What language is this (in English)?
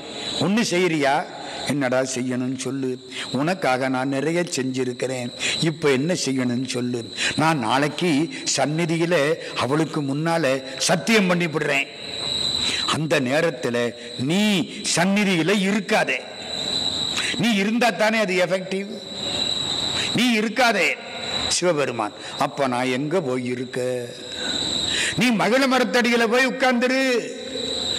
Tamil